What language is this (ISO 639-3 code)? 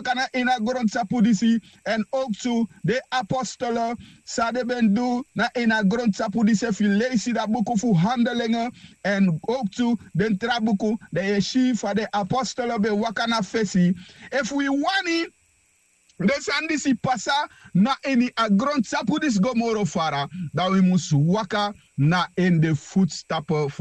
srn